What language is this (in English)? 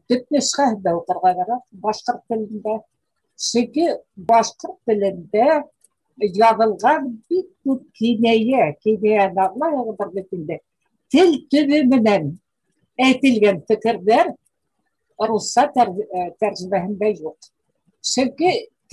Bashkir